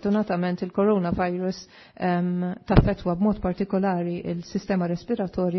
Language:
Maltese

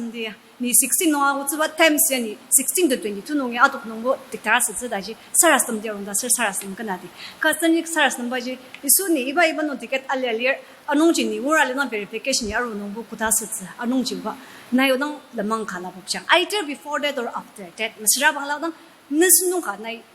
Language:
Ao Naga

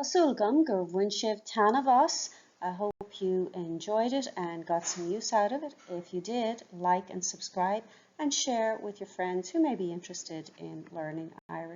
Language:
Irish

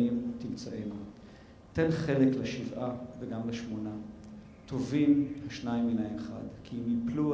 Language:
Hebrew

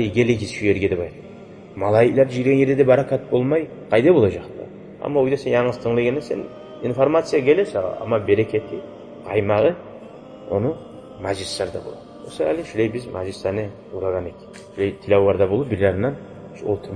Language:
Kumyk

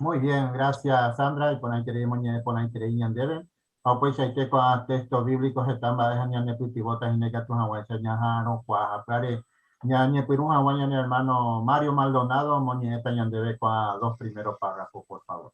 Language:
Guarani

